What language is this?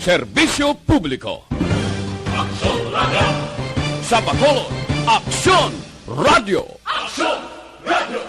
Hiligaynon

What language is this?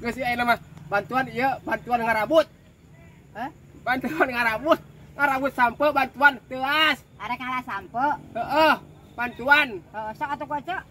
Sundanese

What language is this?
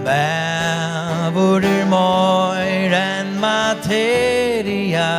Faroese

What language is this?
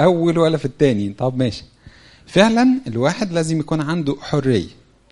Egyptian Arabic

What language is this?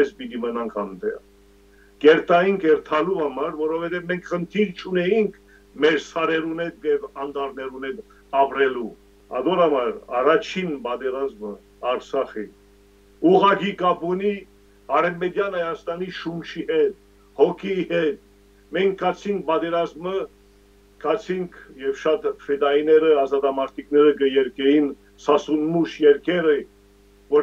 Western Armenian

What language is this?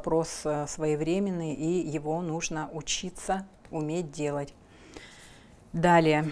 Russian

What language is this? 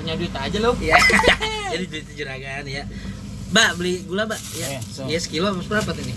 Betawi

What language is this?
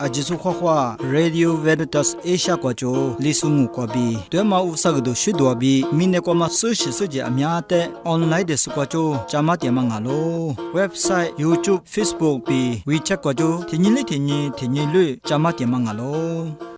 Lisu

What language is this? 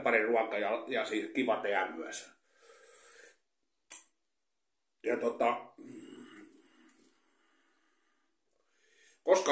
Finnish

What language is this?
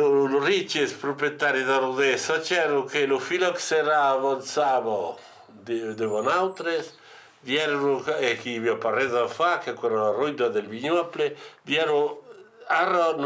Occitan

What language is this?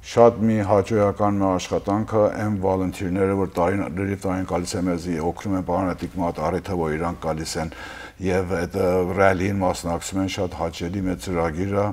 Western Armenian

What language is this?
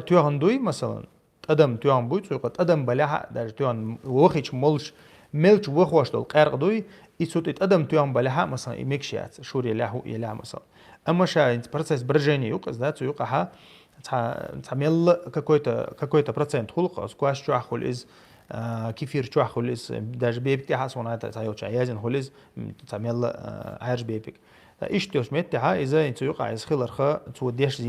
Chechen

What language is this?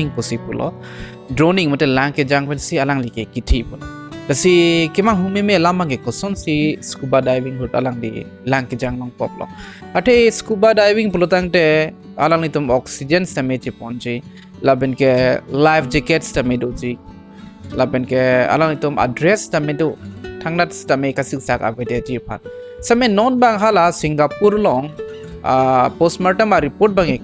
Karbi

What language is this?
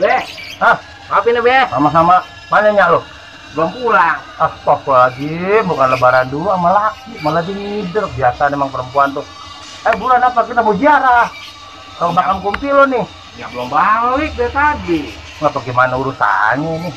Betawi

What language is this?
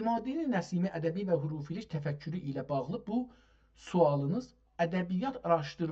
South Azerbaijani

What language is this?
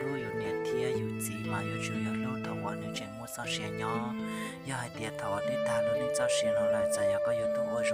Hmong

